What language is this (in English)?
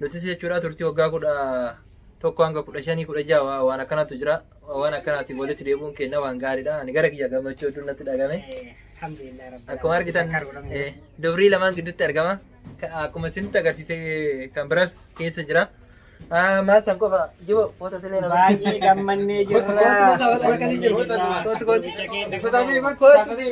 Oromo